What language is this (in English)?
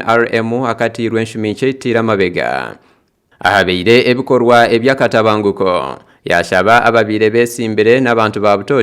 Nyankole